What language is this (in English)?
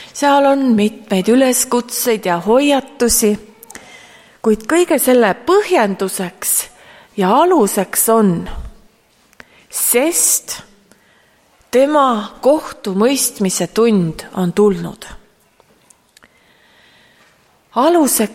Estonian